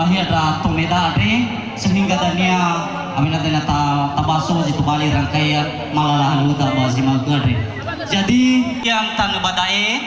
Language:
Nias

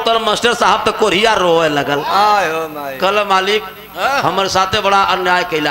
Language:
Bhojpuri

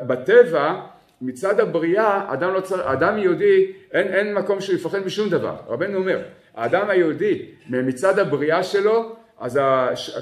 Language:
Hebrew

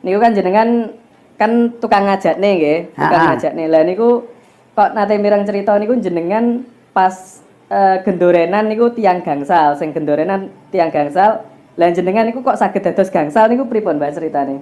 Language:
Javanese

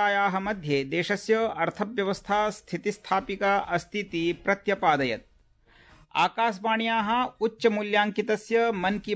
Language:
Sanskrit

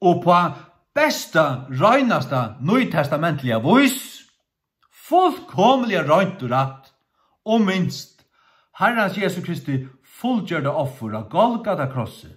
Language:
Faroese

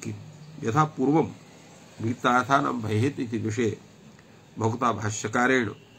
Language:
Sanskrit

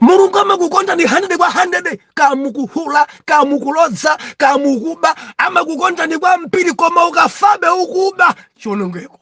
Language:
Nyanja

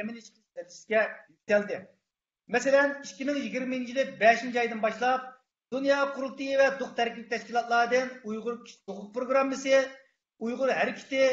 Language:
Uyghur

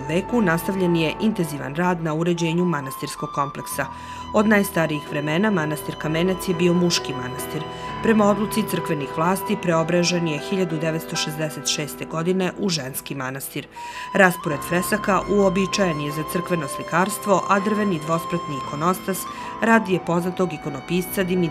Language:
Serbian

